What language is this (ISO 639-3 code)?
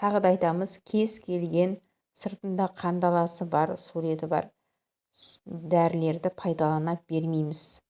kaz